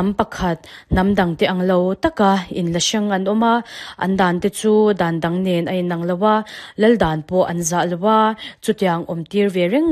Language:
Mizo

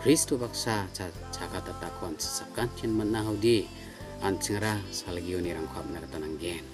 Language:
Garo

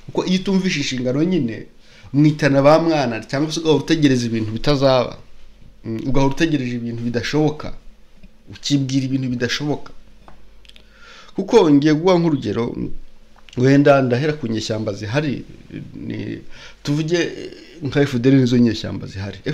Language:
Kinyarwanda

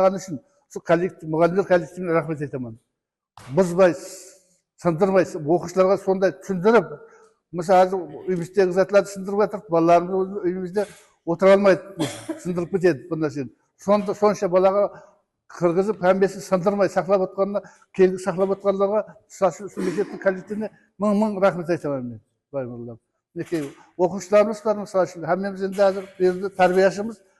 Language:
Kara-Kalpak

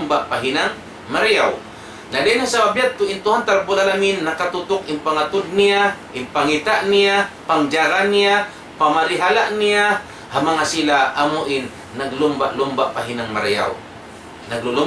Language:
Tausug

